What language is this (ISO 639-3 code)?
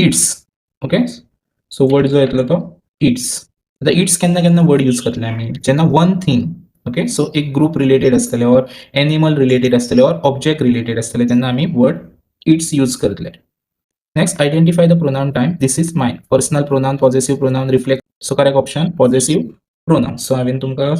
kok